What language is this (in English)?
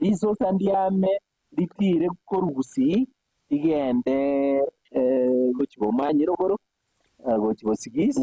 Gusii